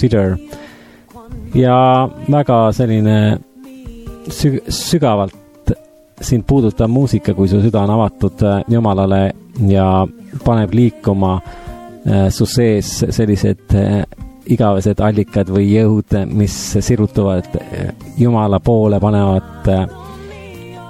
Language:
Estonian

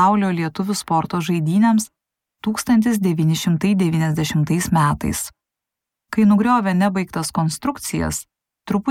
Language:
Lithuanian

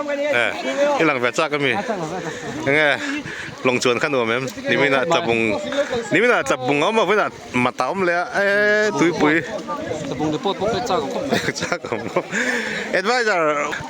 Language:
Mizo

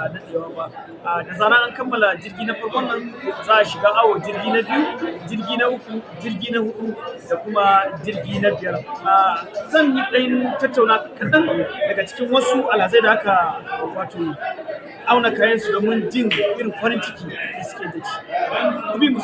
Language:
Hausa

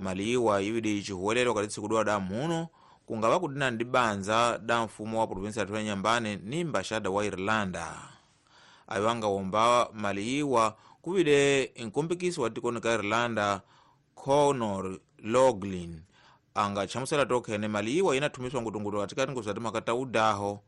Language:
Tsonga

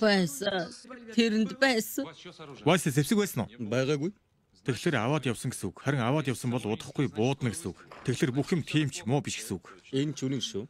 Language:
Mongolian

